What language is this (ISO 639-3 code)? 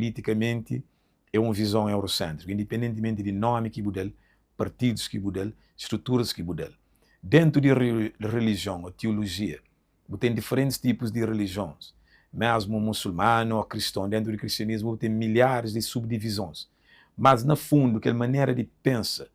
kea